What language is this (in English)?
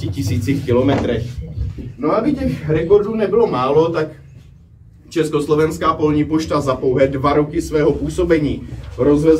Czech